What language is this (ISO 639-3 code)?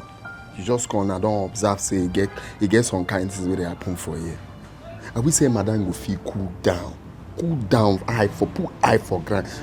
pcm